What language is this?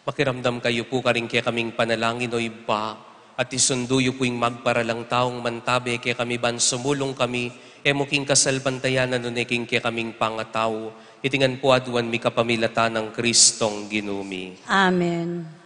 Pampanga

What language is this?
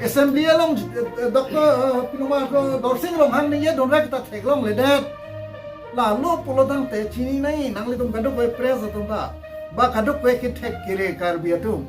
Karbi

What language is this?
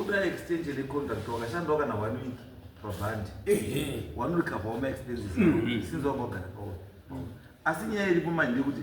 Shona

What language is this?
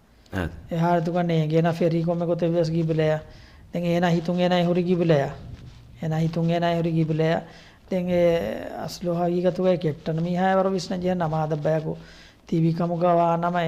Divehi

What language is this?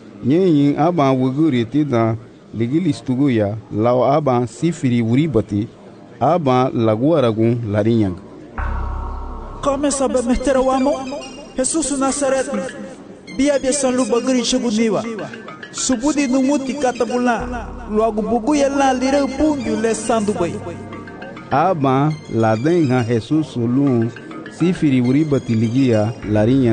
Garifuna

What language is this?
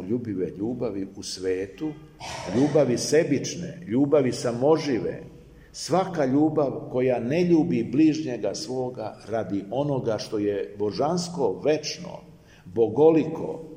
Serbian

